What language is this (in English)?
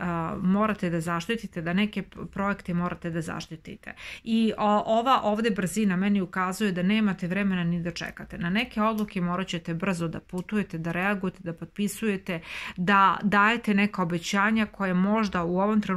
Serbian